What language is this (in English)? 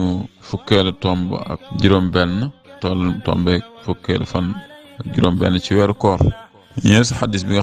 Wolof